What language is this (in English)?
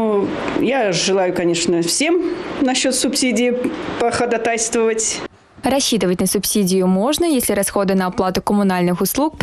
Russian